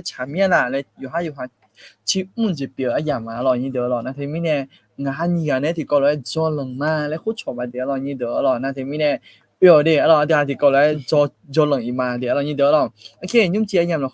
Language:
Akha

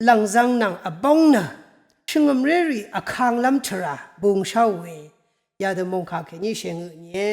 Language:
Rawang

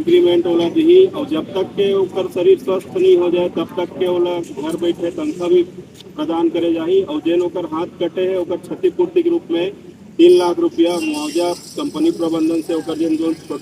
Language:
Chhattisgarhi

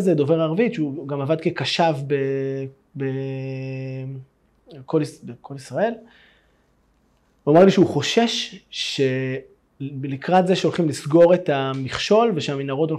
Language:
Hebrew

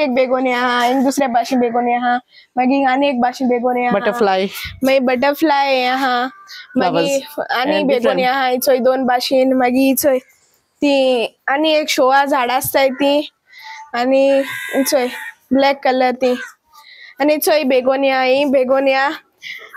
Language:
Konkani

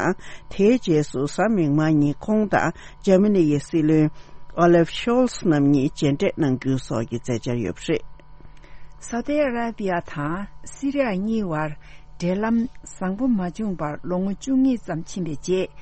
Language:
Tibetan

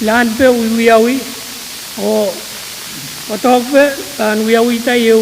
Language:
Pohnpeian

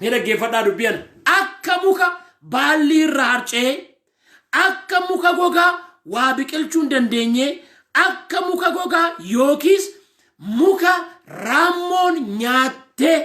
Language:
Oromo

